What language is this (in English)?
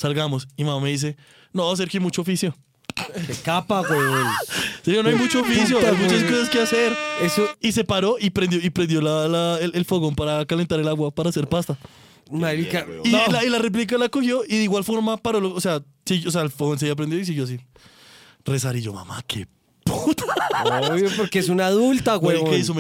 Spanish